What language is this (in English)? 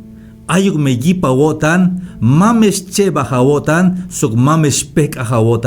Tzeltal